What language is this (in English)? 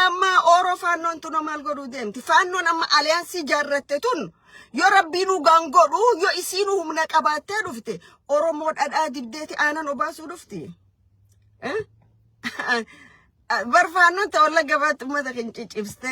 Oromo